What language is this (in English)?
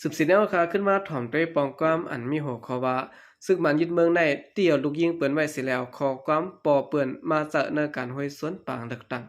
Shan